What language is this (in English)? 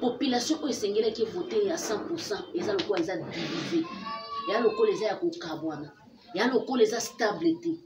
Lingala